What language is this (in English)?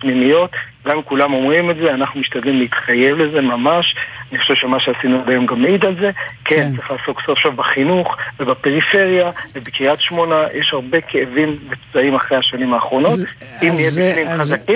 Hebrew